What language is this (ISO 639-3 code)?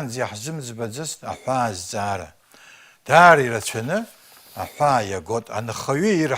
abk